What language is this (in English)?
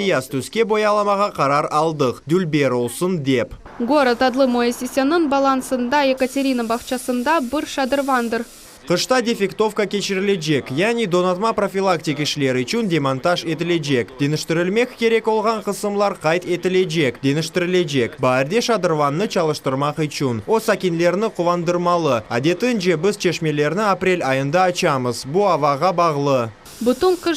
Crimean Tatar